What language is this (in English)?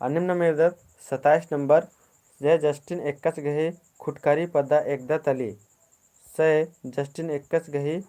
Kurukh